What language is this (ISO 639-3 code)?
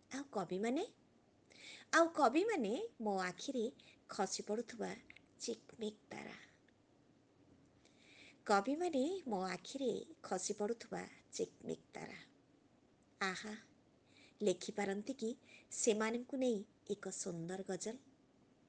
ori